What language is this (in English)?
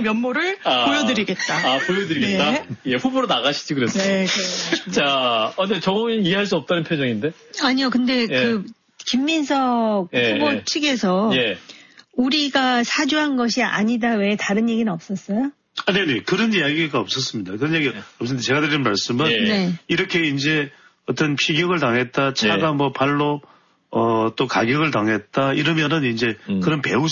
Korean